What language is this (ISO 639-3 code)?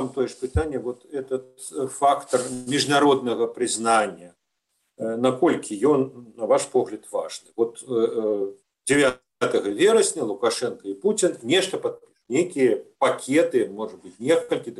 bel